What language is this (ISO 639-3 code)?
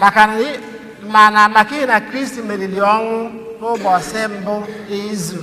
ibo